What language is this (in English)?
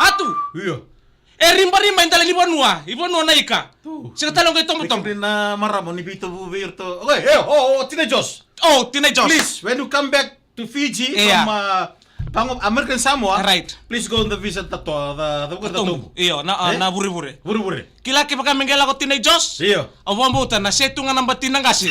Fijian